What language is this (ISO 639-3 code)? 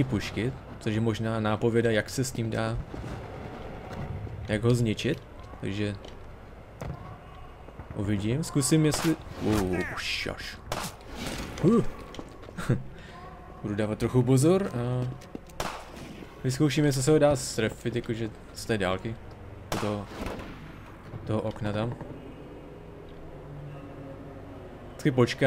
ces